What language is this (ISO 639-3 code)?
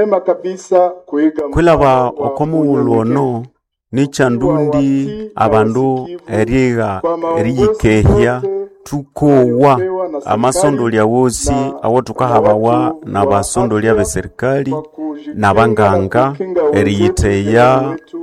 nnb